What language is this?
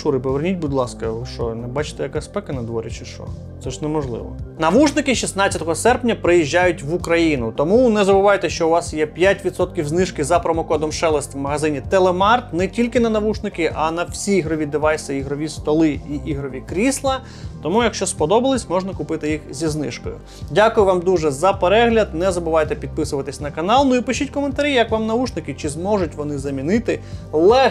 Ukrainian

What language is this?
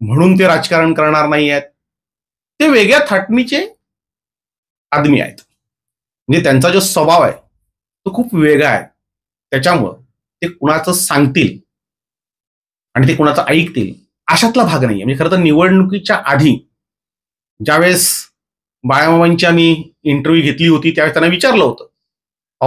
Marathi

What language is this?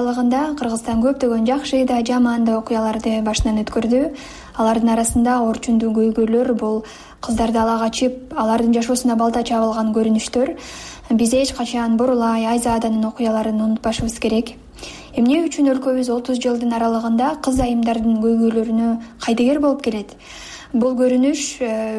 Kyrgyz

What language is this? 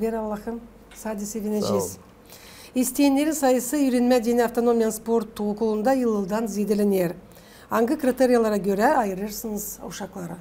Gagauz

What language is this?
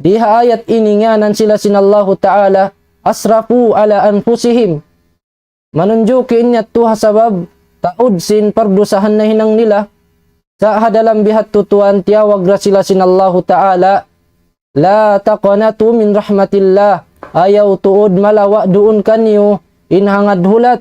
Tausug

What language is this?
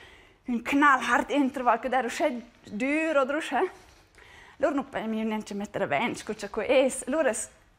Romansh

